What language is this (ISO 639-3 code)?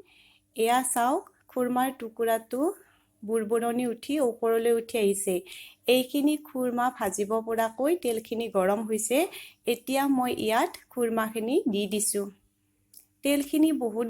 asm